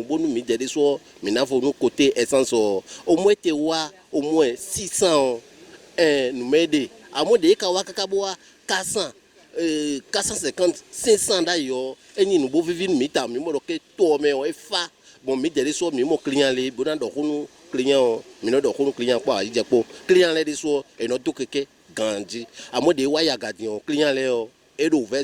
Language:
Fon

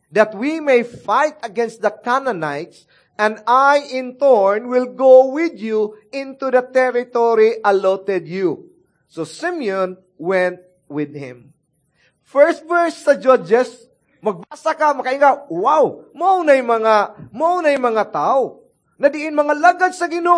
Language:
Cebuano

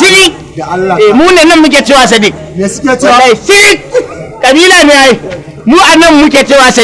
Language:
Hausa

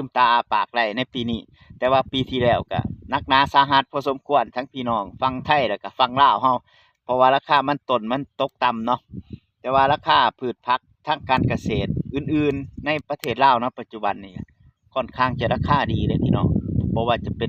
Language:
Lao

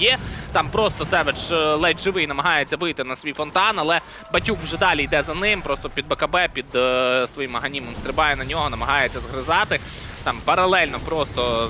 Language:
Ukrainian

